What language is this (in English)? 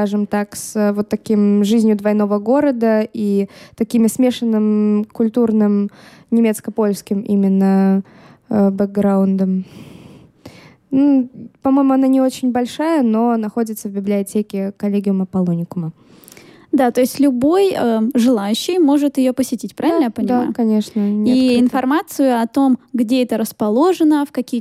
Russian